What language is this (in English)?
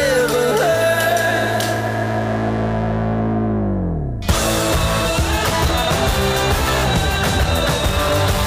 Persian